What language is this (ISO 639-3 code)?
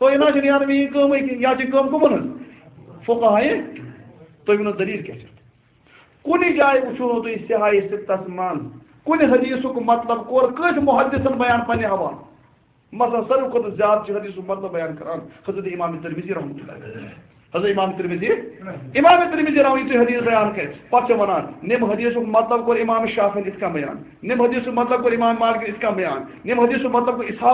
kas